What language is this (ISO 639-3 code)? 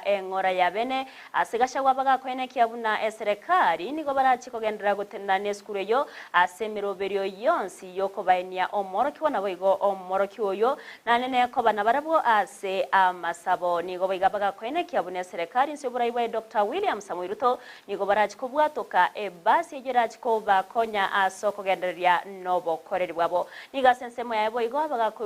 guz